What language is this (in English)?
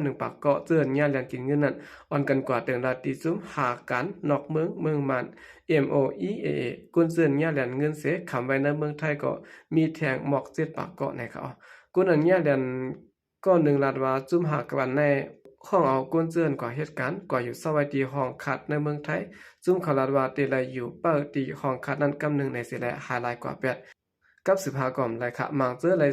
Shan